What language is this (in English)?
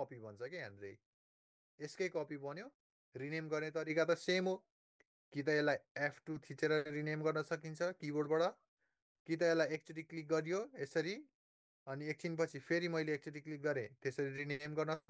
Nepali